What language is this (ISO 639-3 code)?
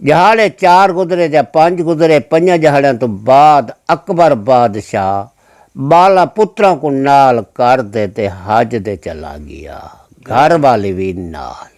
skr